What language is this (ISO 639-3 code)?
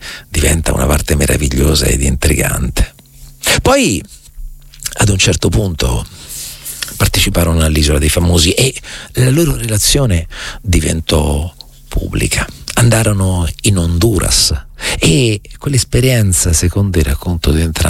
ita